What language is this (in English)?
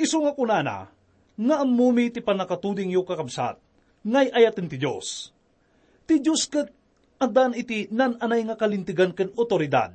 Iloko